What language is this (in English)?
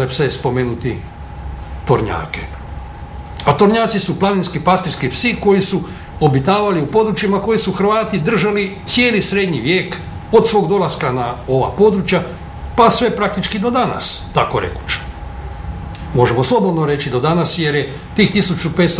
Croatian